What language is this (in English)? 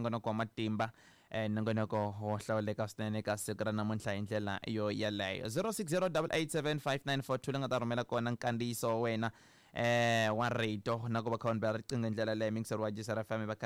Tsonga